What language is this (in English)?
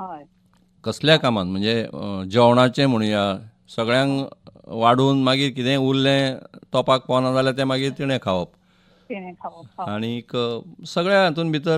Konkani